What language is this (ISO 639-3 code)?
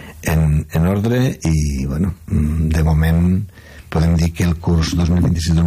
cat